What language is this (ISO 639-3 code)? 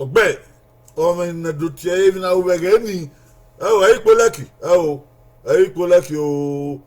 bin